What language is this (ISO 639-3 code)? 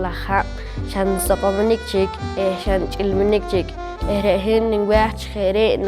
poh